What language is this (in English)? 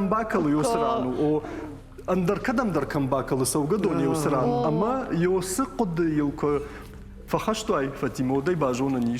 Ossetic